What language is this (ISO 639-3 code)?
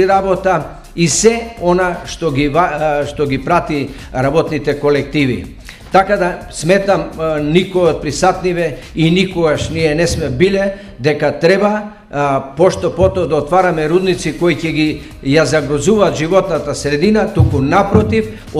mkd